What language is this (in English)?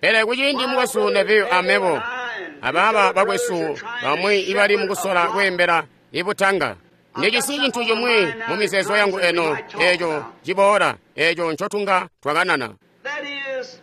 Tonga (Zambia)